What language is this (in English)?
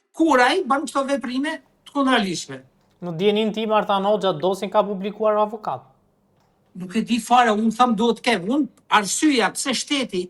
Albanian